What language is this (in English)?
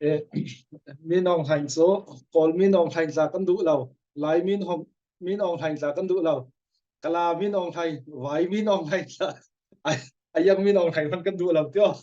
Falam Chin